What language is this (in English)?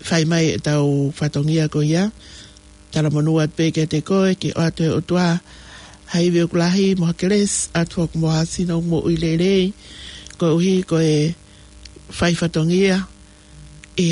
Tongan